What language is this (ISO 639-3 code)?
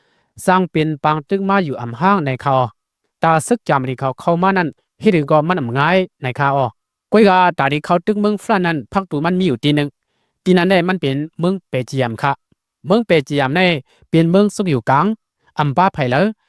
lao